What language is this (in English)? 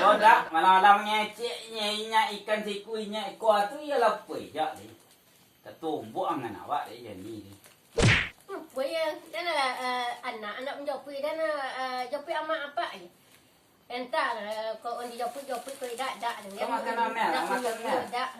Minangkabau